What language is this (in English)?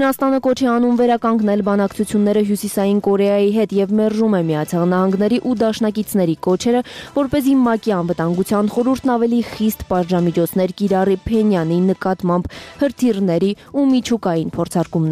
Armenian